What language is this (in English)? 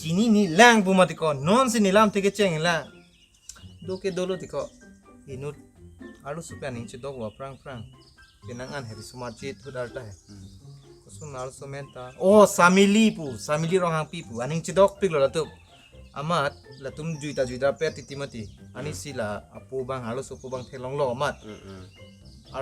Karbi